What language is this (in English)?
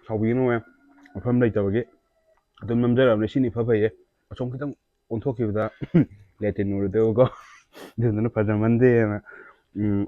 Manipuri